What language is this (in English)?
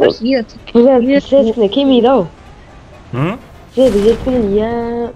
Kara-Kalpak